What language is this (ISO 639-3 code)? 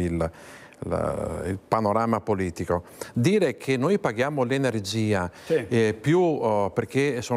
ita